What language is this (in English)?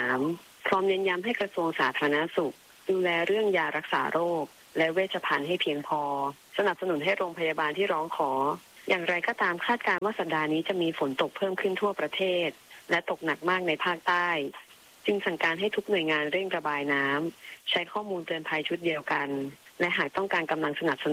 Thai